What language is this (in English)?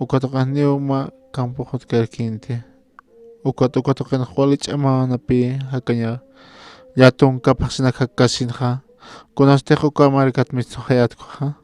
Aymara